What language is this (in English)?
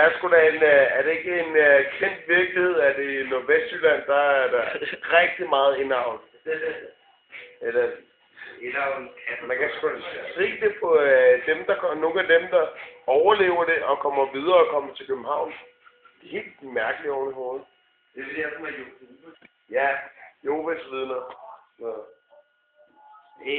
Danish